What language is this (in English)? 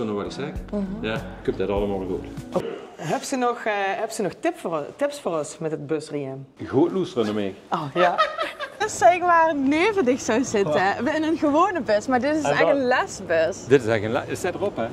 Limburgish